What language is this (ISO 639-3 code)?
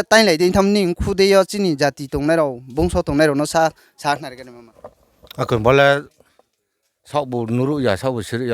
ria